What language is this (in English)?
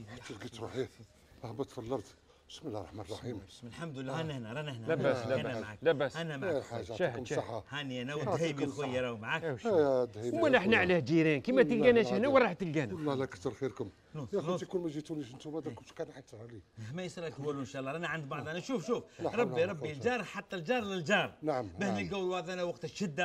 Algerian Arabic